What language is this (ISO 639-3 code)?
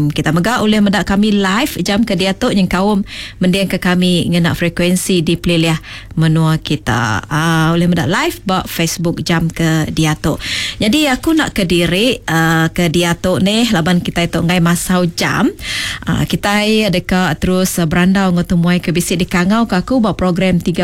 iba